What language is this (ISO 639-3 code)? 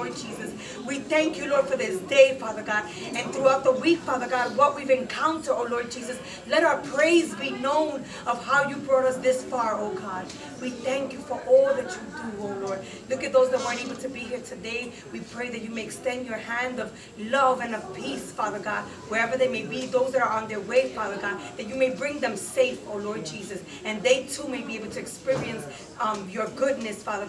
eng